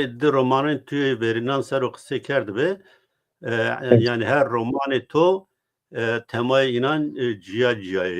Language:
Zaza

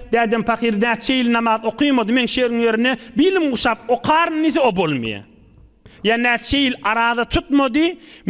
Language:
Turkmen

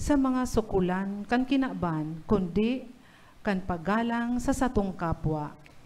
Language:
Bikol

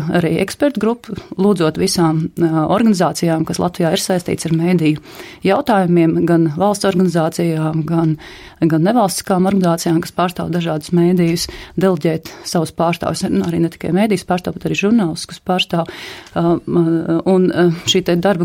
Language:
Latvian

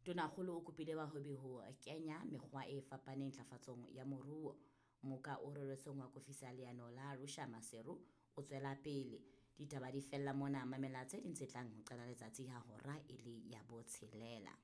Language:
Southern Sotho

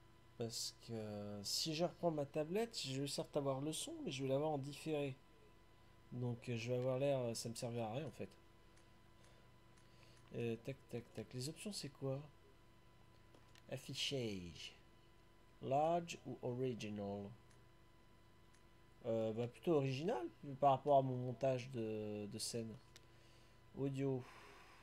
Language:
French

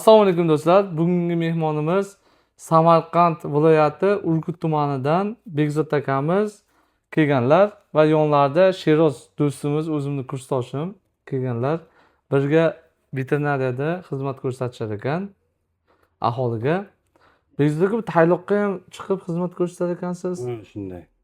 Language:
Uzbek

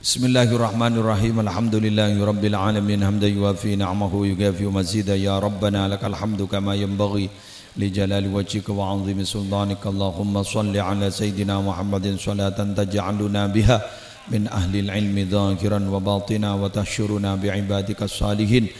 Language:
Madurese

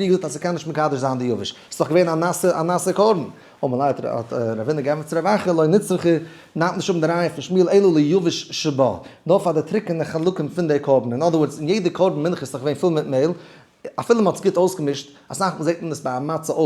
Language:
Yiddish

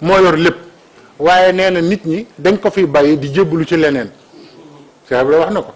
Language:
Wolof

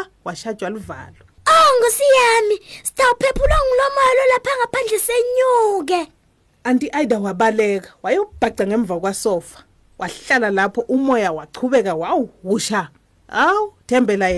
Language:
Swati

